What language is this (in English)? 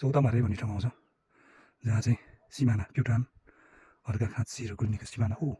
Nepali